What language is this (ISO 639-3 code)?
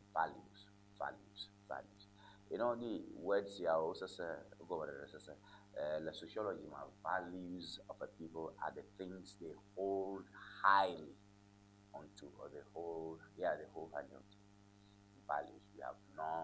ewe